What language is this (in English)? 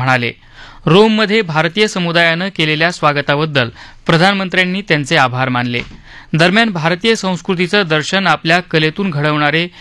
Marathi